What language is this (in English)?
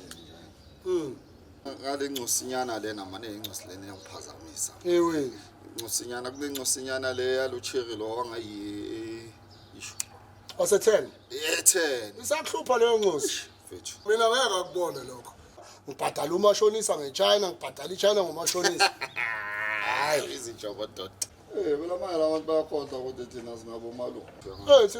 Zulu